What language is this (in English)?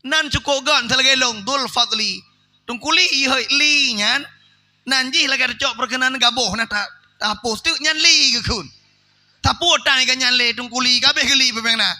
Achinese